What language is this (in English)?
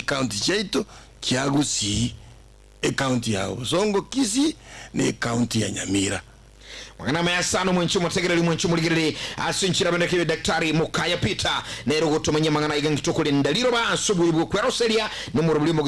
Gusii